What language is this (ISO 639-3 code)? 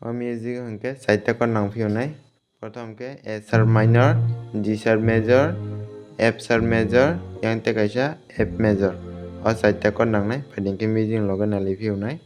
trp